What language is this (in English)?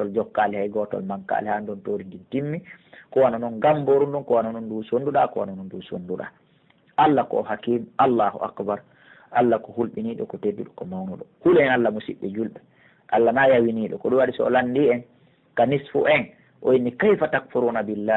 Pular